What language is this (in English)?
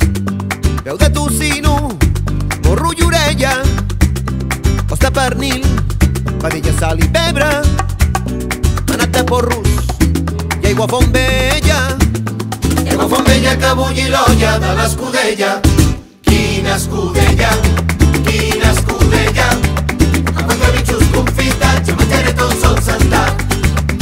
Catalan